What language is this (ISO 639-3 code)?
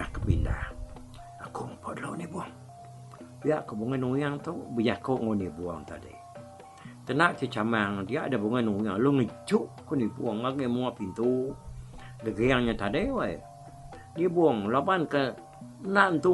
iba